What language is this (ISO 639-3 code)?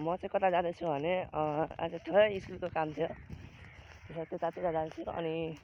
nep